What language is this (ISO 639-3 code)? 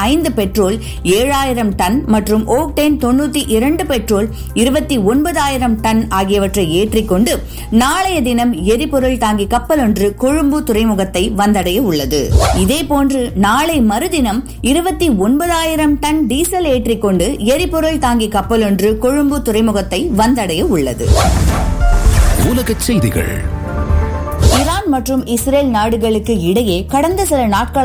tam